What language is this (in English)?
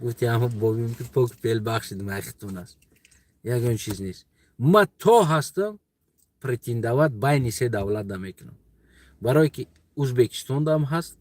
Tajik